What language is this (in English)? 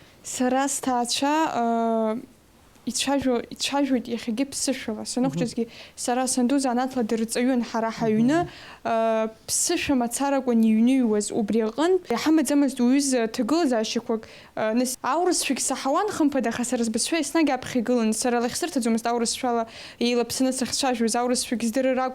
Abkhazian